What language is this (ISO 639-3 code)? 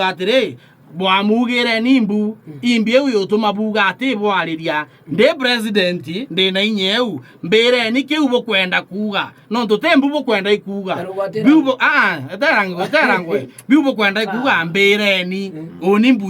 mer